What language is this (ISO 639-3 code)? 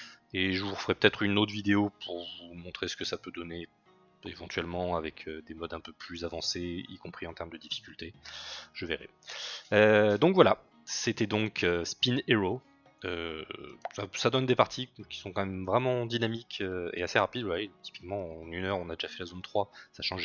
fra